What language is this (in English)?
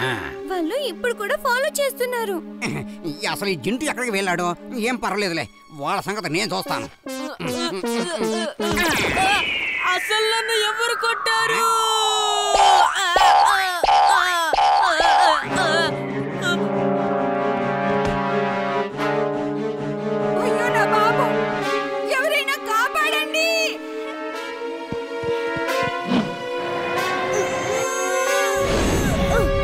Telugu